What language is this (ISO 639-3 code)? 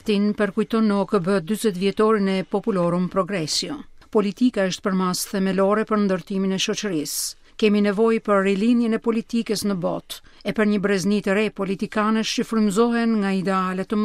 sqi